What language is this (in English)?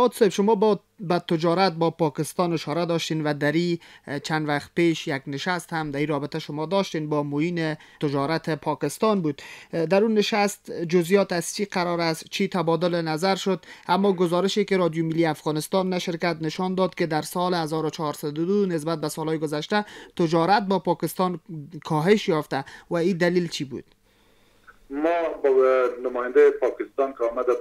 Persian